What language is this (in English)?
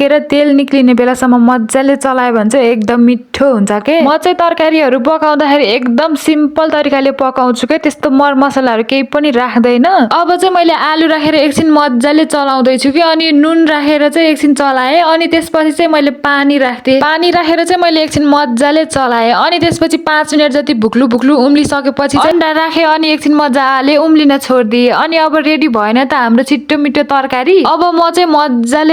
Nepali